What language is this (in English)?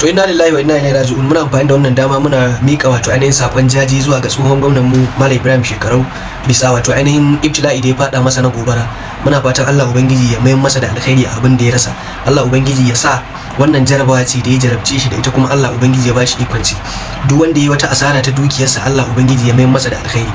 Hausa